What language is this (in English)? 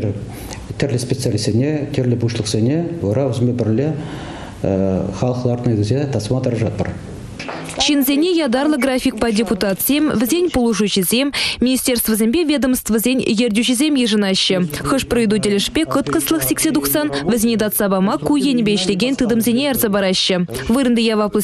Chuvash